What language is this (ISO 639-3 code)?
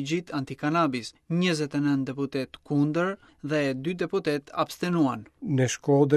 sqi